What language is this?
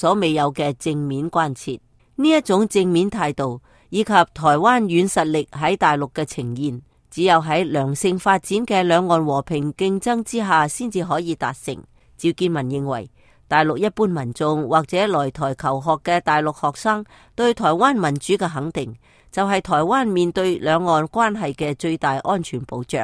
Cantonese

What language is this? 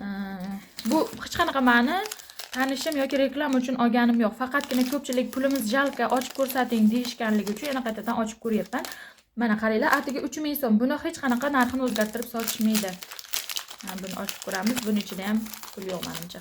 Uzbek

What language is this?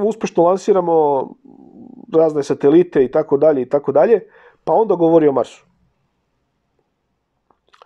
Serbian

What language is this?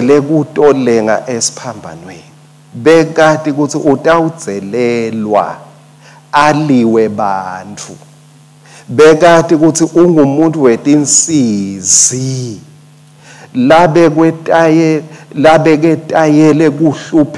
Swati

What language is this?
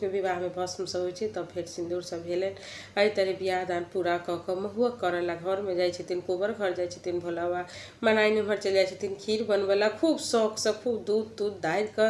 Maithili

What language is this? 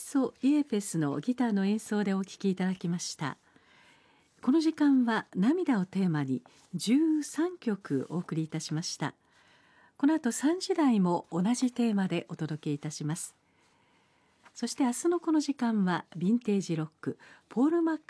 Japanese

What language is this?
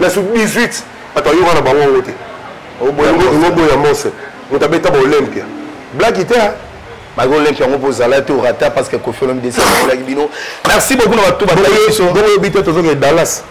Lingala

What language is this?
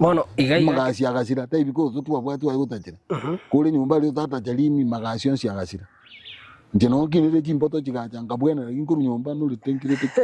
Gusii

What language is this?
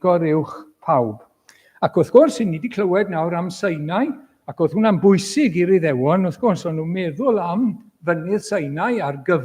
Welsh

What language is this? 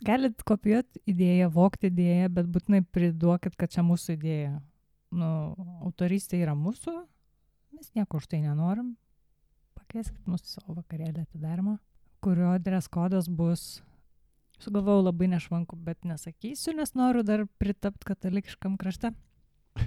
Lithuanian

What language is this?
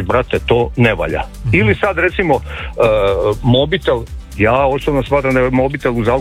Croatian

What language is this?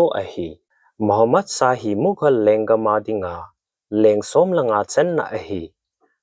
Thado Chin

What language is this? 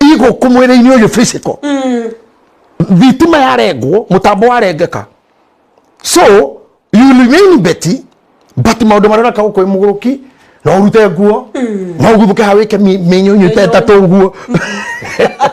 Kikuyu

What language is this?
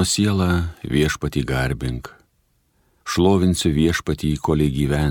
Lithuanian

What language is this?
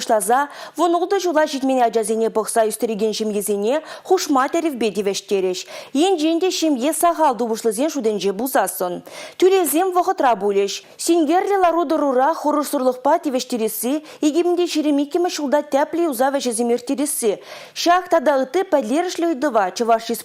Chuvash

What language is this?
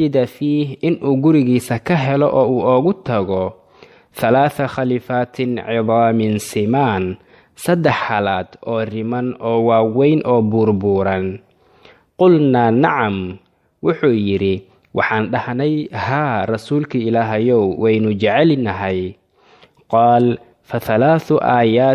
Somali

